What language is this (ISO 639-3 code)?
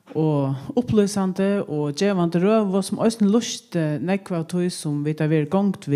fao